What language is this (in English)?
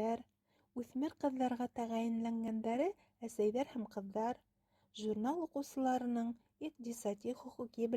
Bashkir